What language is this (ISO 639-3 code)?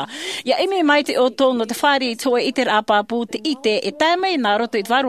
tah